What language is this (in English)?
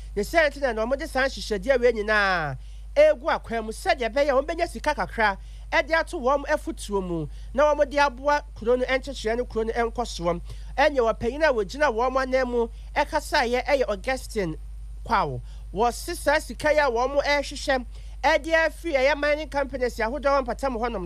Akan